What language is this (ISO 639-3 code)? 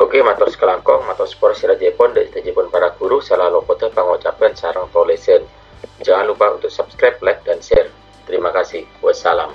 mad